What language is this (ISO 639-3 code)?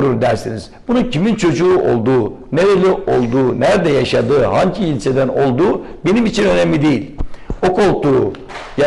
tur